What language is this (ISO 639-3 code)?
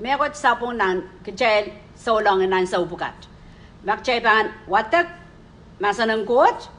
pon